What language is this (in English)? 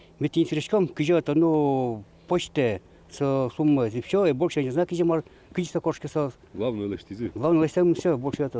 Udmurt